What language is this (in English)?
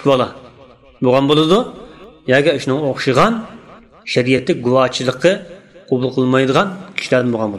Uyghur